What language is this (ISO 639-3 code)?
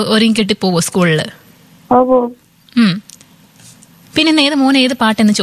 mal